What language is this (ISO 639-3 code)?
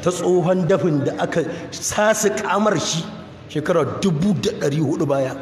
hau